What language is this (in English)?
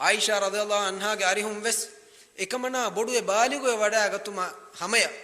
Divehi